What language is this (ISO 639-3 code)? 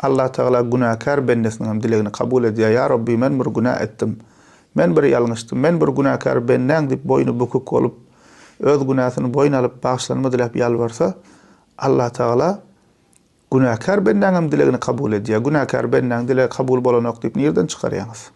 tuk